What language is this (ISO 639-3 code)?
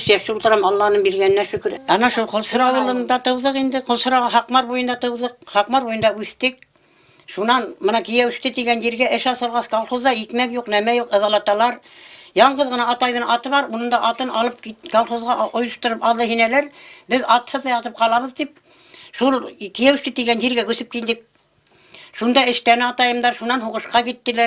bak